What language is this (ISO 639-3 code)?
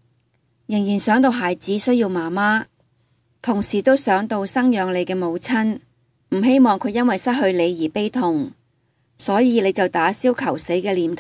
yue